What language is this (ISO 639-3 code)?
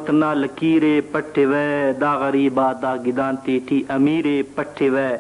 brh